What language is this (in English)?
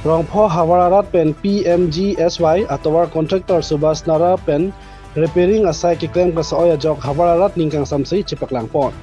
Karbi